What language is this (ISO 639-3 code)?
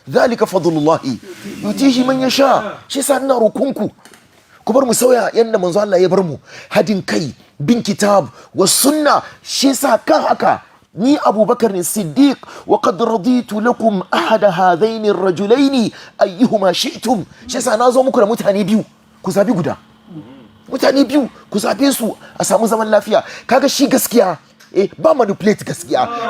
hau